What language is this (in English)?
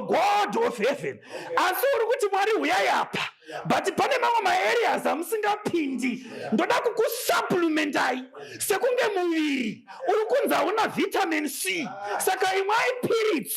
Shona